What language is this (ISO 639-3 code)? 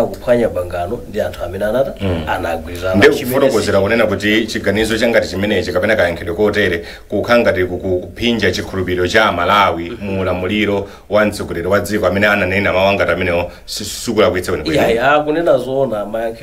nya